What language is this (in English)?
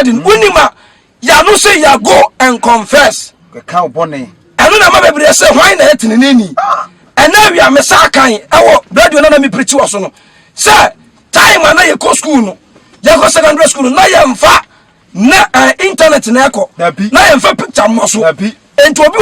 Akan